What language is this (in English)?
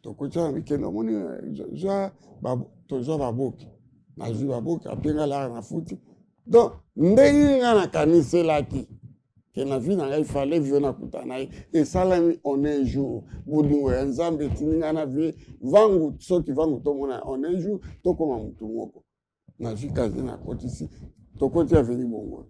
Lingala